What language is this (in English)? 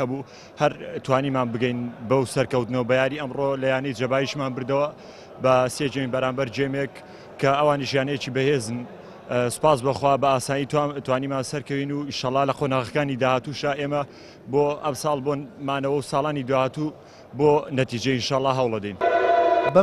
Central Kurdish